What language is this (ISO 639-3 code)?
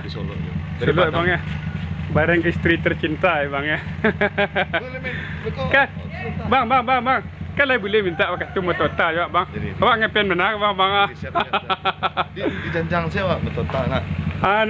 min